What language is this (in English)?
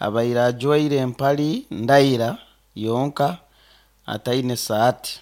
Nyoro